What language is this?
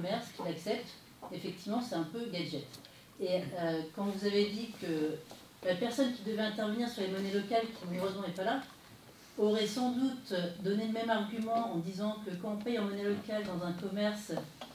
French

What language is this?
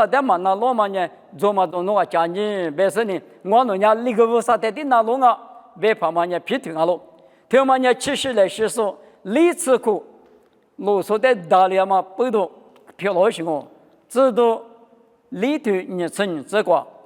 Lisu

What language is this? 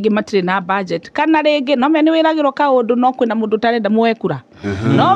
Kikuyu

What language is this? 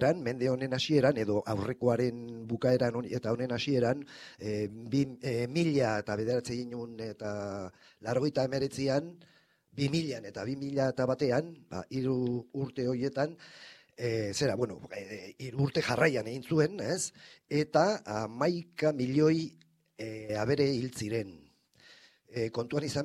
Basque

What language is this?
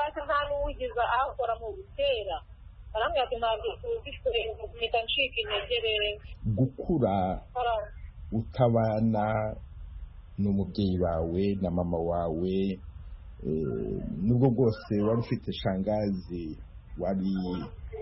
Kinyarwanda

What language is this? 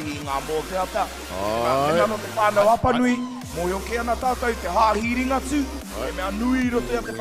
Māori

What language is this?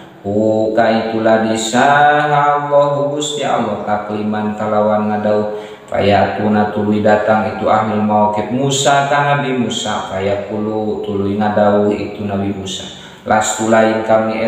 Sundanese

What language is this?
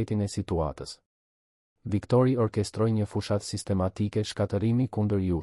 Albanian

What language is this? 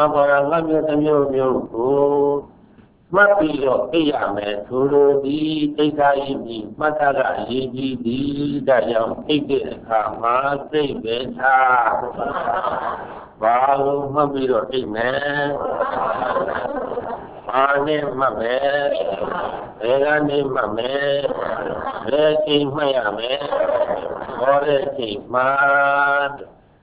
Burmese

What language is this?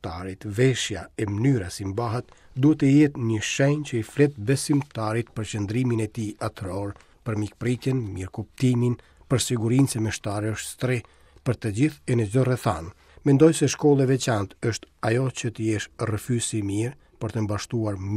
Albanian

